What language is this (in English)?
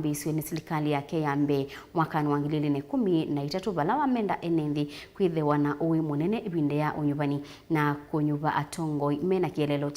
Kamba